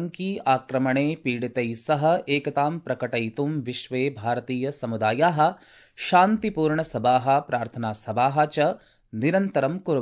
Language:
Sanskrit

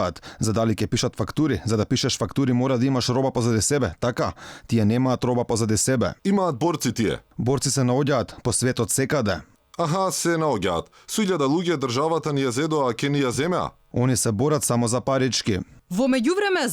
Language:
Macedonian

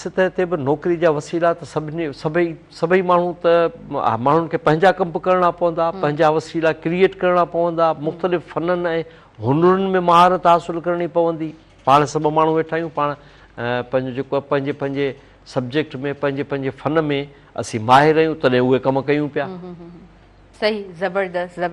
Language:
Sindhi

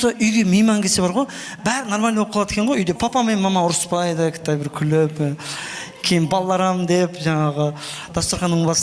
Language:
Kara-Kalpak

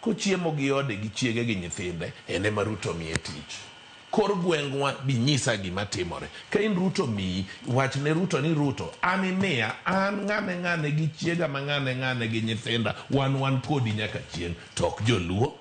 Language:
Luo (Kenya and Tanzania)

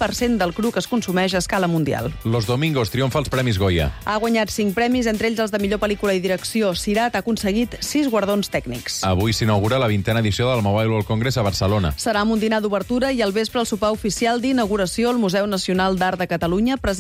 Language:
Catalan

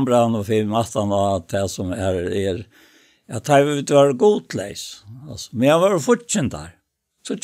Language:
Faroese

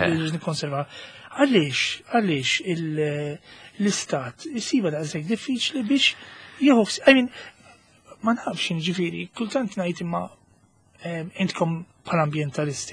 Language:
Maltese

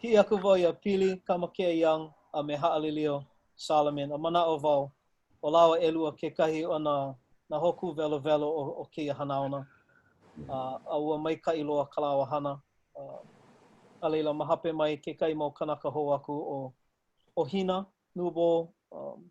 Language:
Hawaiian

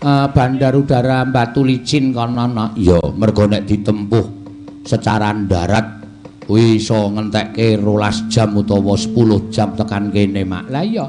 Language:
Javanese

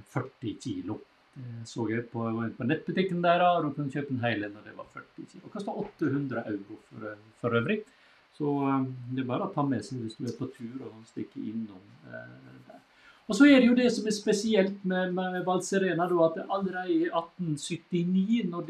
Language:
Norwegian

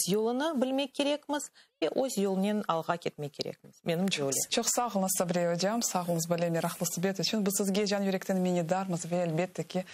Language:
Crimean Tatar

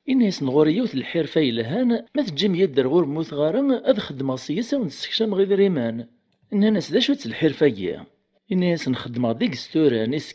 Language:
Kabyle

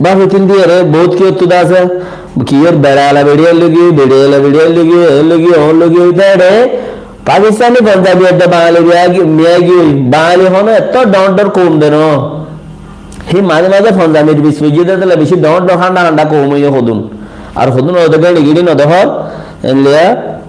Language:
Rohingya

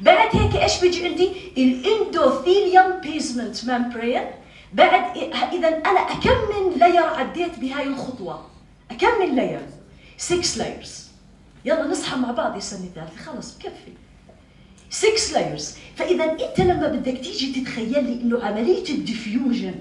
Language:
North Levantine Arabic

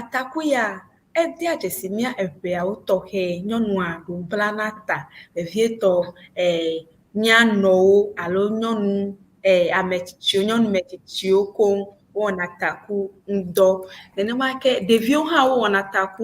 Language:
Ewe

